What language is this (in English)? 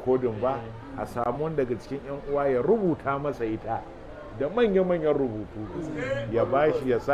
Hausa